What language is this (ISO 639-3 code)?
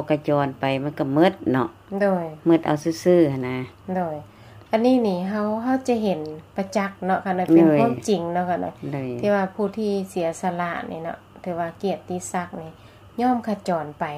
lao